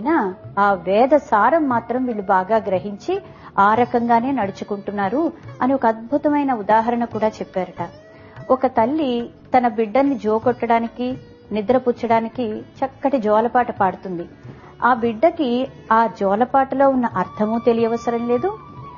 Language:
Telugu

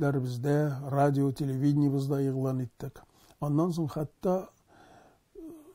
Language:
Tatar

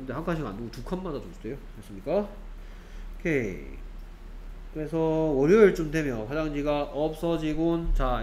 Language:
Korean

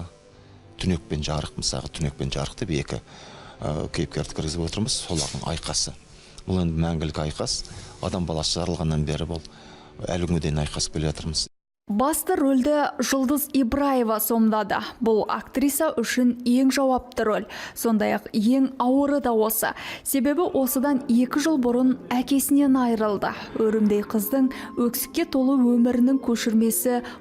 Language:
Kazakh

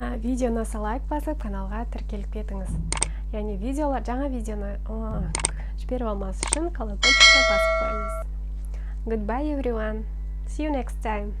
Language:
Kazakh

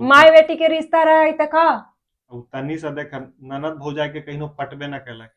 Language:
Magahi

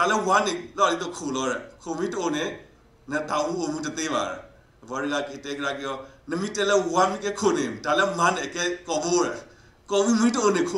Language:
S'gaw Karen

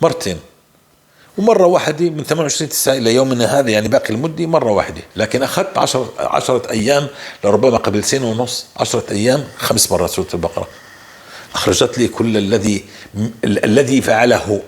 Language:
North Levantine Arabic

